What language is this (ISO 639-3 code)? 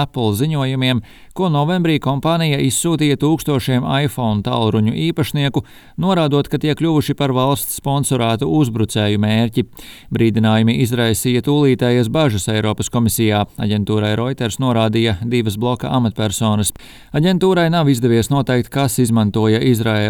lav